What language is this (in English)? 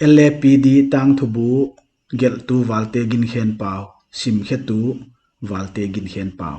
Paite Chin